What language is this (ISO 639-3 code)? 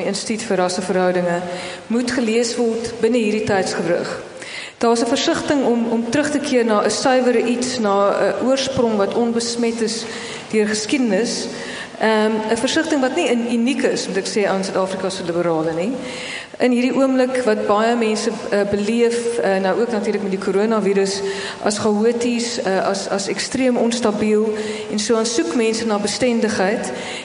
afr